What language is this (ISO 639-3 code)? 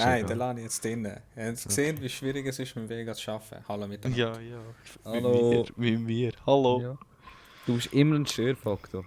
gsw